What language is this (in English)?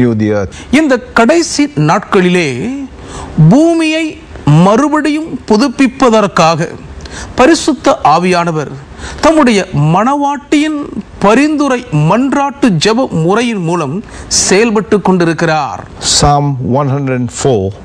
Tamil